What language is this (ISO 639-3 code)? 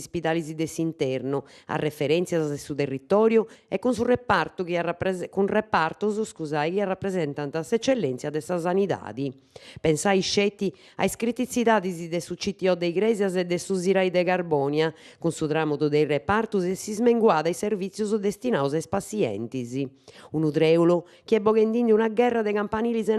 srd